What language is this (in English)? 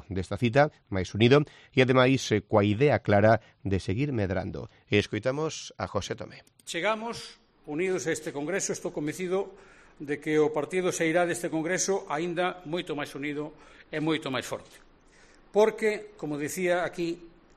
Galician